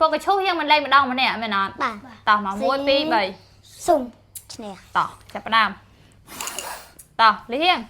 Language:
Khmer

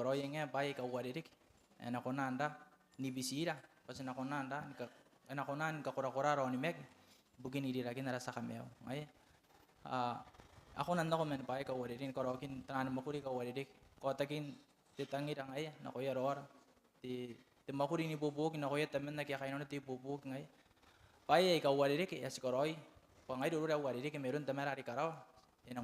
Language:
Gilbertese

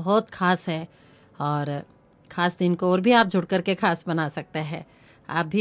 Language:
Hindi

